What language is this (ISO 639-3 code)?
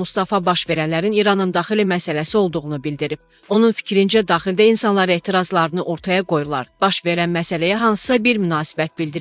aze